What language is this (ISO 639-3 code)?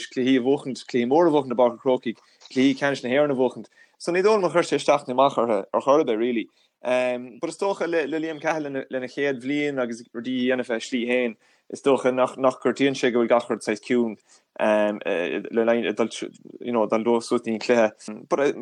gle